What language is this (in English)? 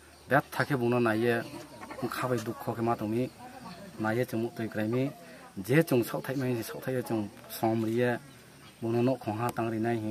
Kok Borok